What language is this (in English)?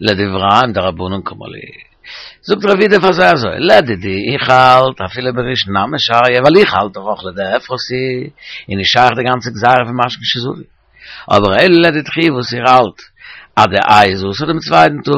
Yiddish